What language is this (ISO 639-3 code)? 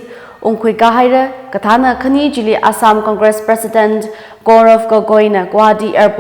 nmf